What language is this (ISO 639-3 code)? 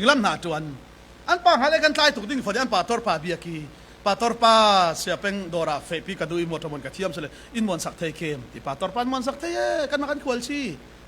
cfm